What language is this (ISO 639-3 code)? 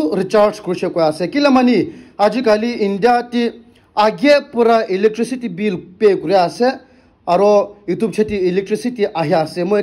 nag